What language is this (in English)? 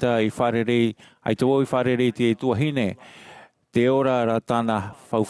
Tahitian